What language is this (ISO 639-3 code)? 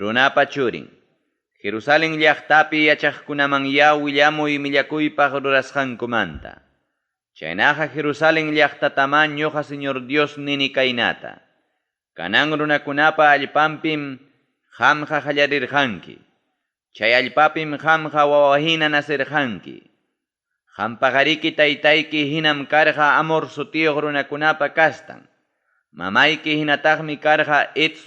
quy